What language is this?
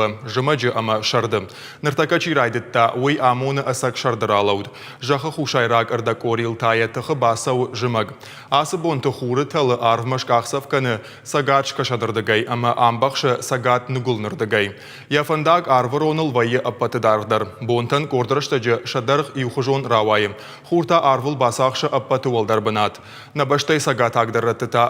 Ossetic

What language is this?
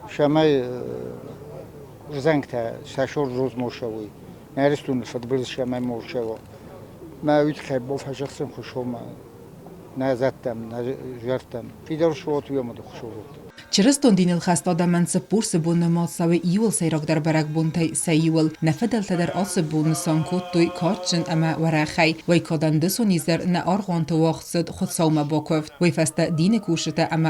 Ossetic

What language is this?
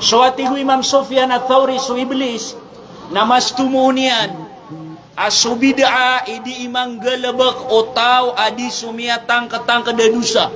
Maranao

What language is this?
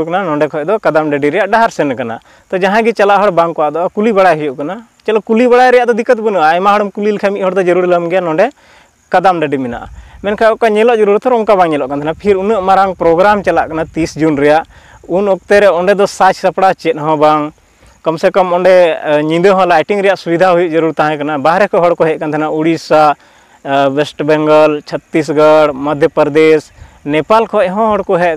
Santali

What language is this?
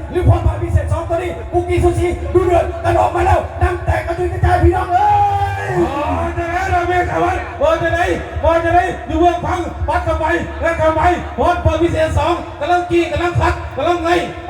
Lao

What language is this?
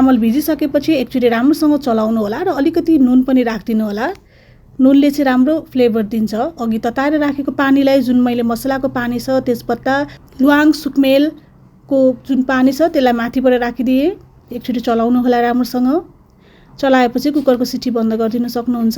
Nepali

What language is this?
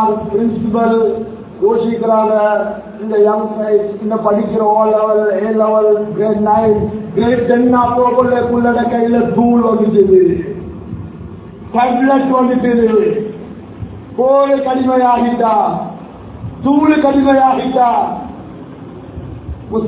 Tamil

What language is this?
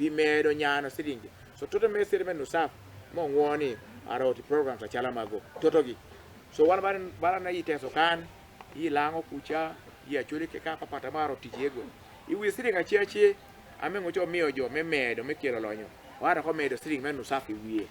Acoli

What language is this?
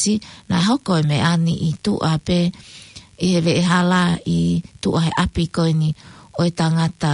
Tongan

